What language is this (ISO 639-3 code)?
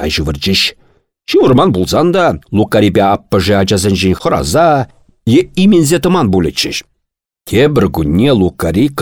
chv